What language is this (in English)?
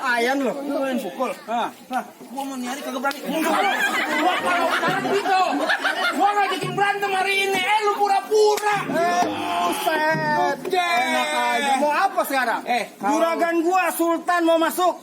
Betawi